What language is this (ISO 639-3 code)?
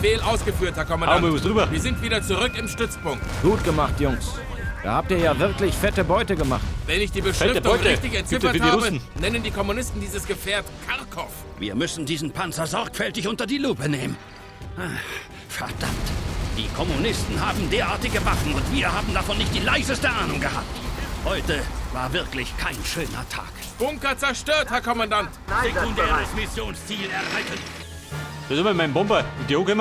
bar